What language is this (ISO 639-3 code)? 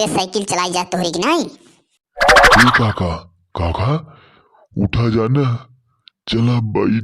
awa